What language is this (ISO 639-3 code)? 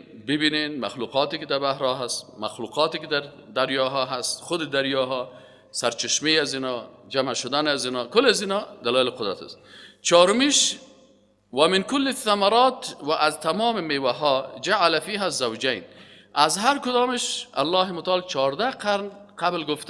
fas